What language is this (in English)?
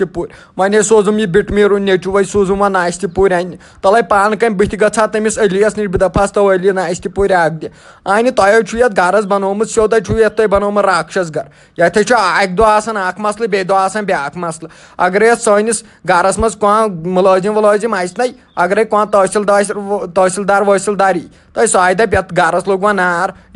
Kashmiri